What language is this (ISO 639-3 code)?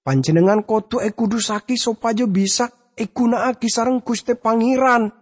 mad